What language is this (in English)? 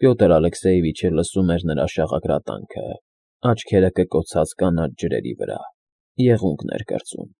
Armenian